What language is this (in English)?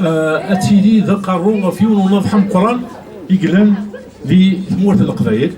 Kabyle